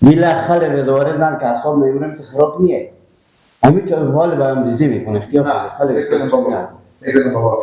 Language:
Persian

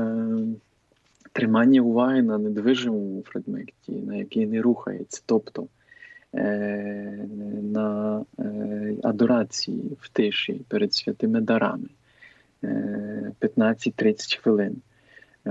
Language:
Ukrainian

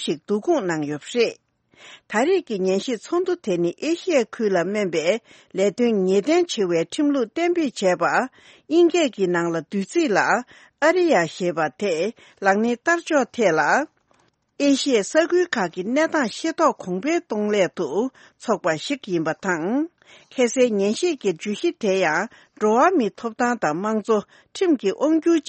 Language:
Tibetan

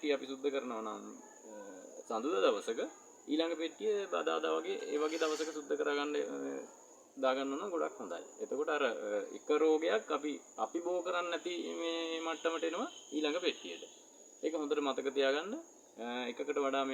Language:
Sinhala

